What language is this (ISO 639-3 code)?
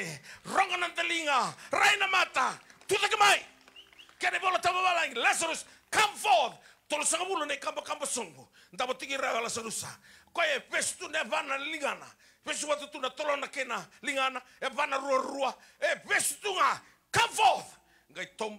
fij